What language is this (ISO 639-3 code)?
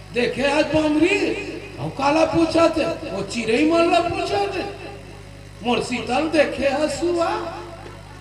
hne